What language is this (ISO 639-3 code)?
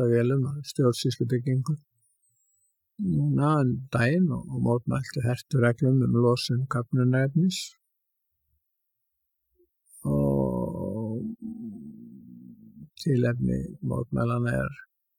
isl